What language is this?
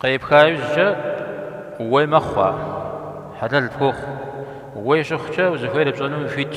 Kabardian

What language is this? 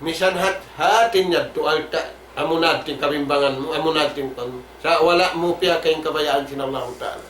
Tausug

